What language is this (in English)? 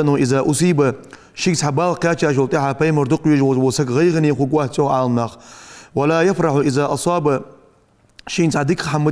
Ingush